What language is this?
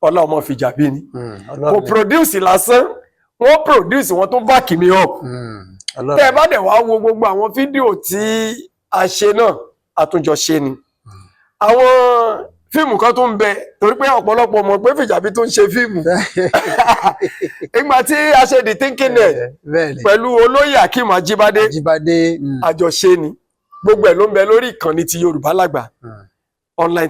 Yoruba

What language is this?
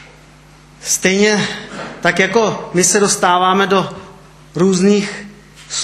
Czech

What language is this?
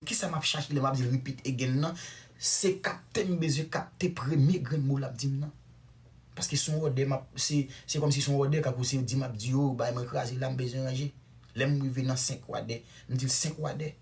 Haitian Creole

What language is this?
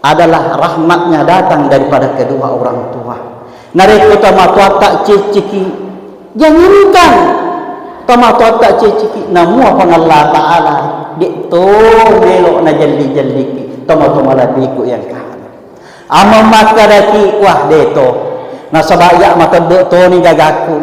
Buginese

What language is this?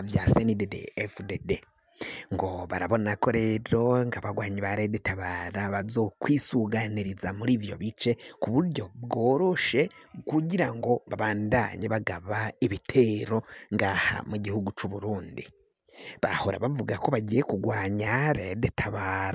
Rundi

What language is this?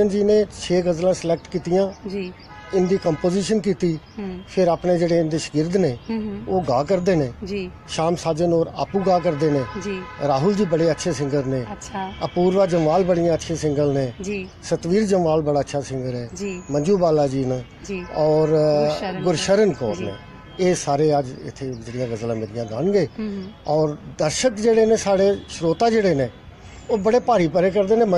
Dogri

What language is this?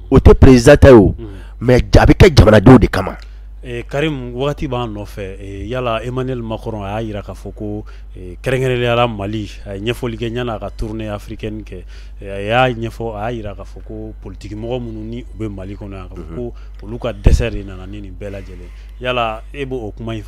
Bambara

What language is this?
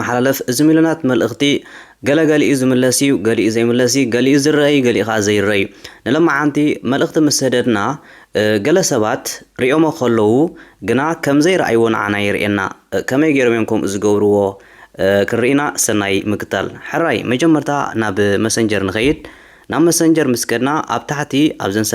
Tigrinya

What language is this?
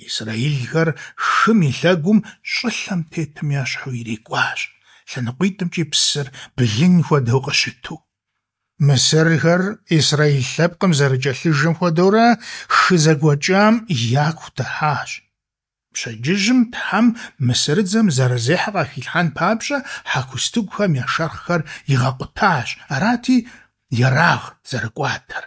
Kabardian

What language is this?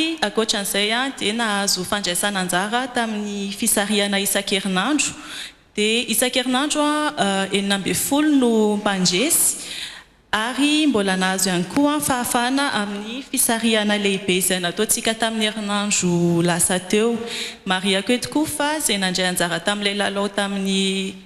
Malagasy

